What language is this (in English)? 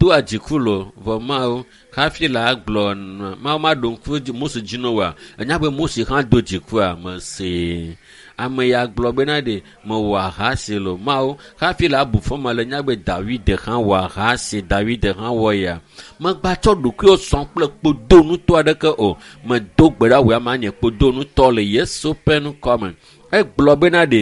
Ewe